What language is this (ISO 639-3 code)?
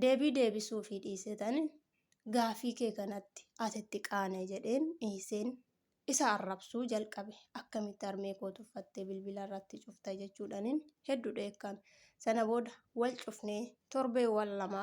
orm